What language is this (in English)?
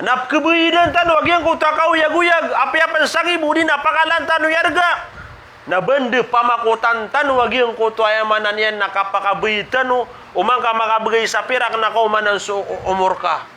Maranao